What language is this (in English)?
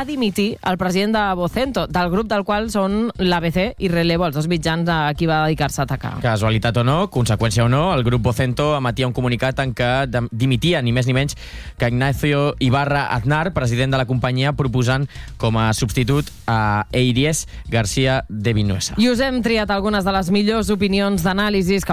Catalan